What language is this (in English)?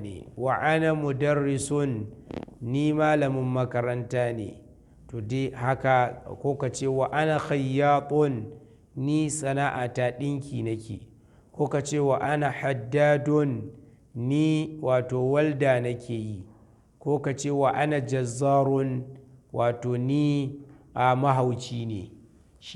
Hausa